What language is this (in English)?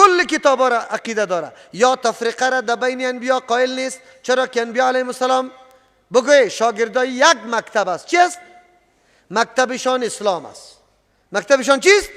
Persian